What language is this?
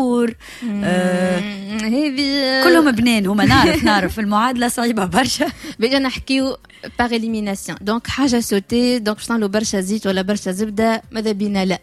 Tunisian Arabic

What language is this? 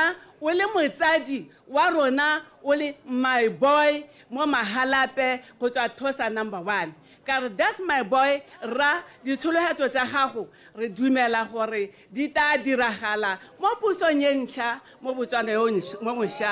Tswana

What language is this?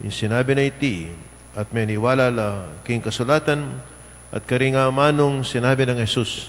Pampanga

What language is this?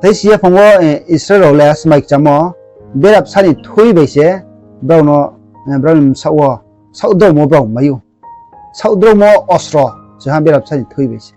Riang (India)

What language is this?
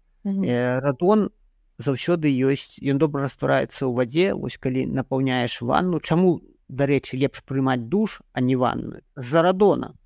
Belarusian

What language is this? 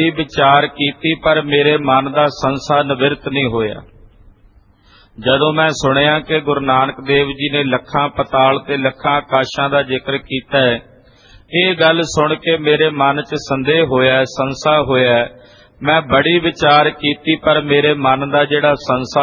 Punjabi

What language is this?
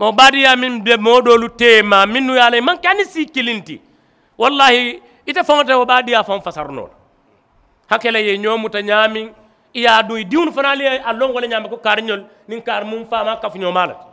Mandingo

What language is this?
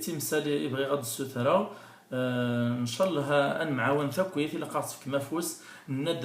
Kabyle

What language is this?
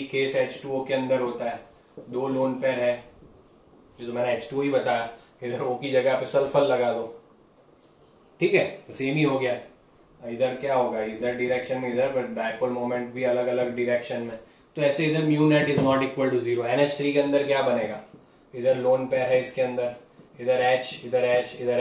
Hindi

